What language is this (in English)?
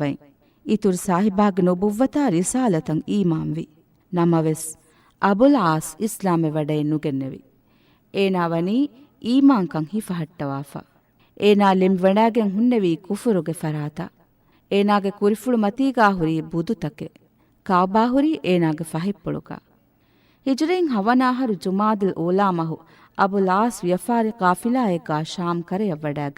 Divehi